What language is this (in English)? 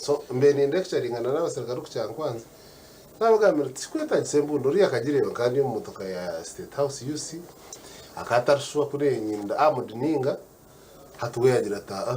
Nyankole